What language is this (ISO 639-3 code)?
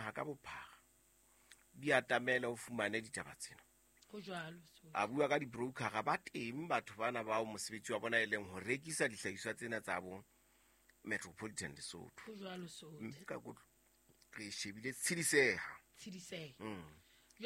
sot